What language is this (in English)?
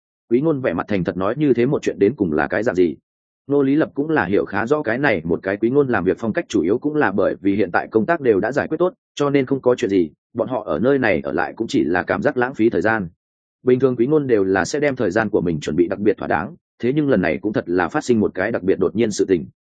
Vietnamese